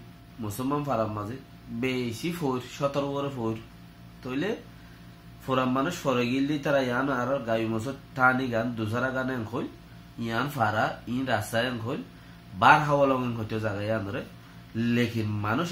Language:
Rohingya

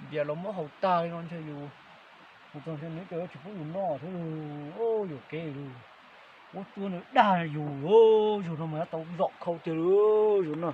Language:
Hmong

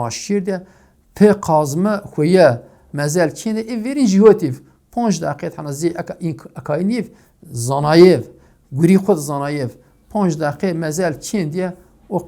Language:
Zaza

